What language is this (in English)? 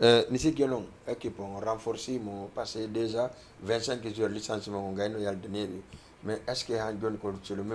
Fula